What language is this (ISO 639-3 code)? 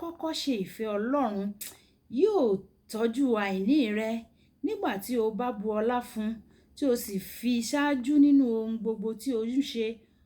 yor